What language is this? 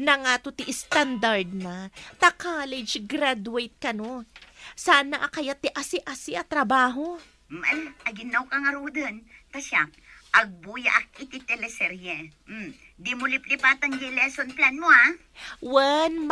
Iloko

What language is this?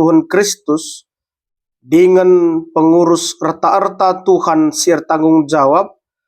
Batak Karo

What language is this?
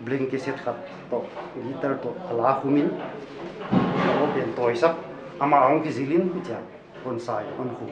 Paite Chin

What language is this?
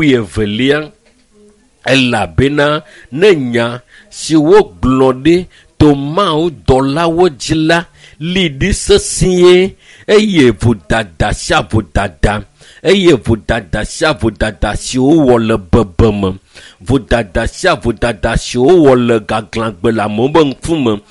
Ewe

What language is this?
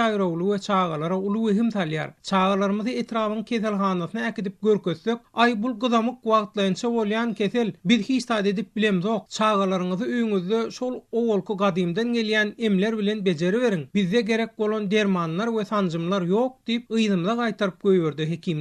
Turkmen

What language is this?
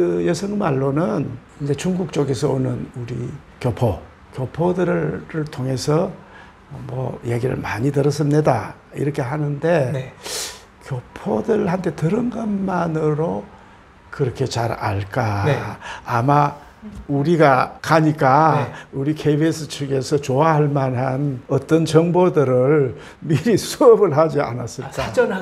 Korean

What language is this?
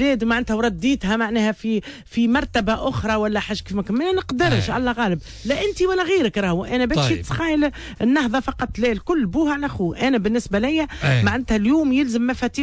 Tunisian Arabic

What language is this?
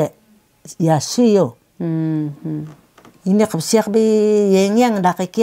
Taroko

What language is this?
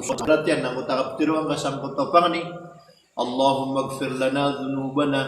Maranao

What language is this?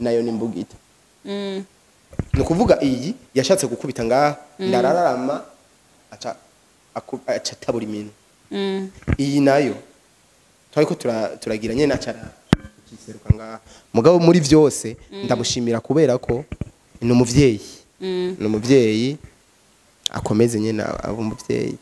Rundi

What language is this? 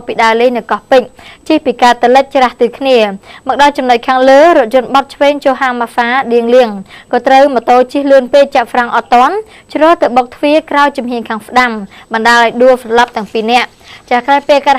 Khmer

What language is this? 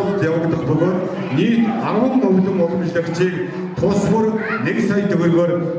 Mongolian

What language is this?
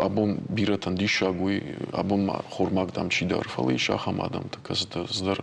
Ossetic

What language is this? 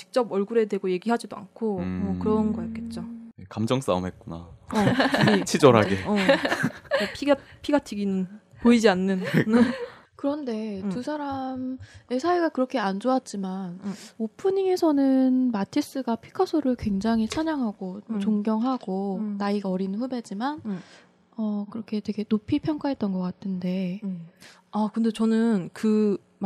Korean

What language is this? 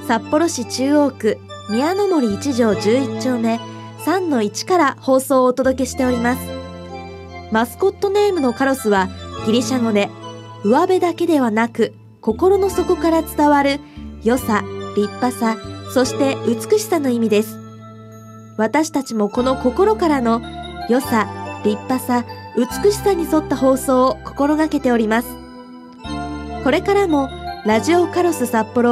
Japanese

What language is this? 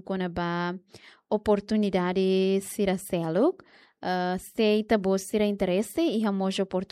Tetum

